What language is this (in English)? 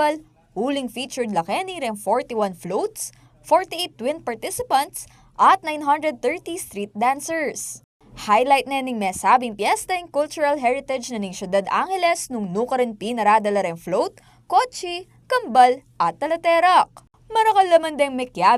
Pampanga